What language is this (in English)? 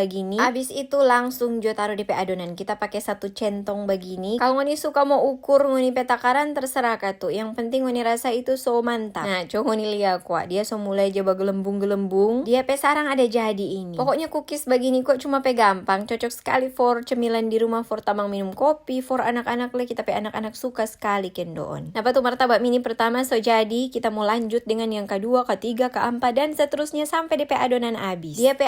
Manado Malay